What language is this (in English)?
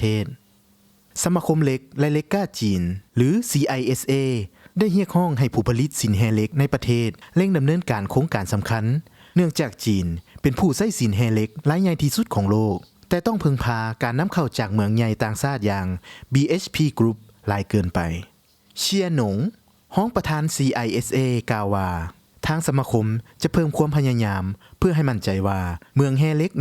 Lao